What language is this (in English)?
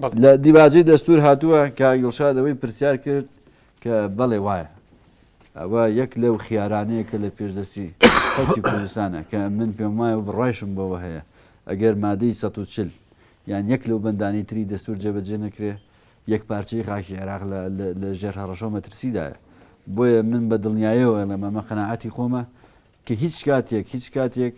Central Kurdish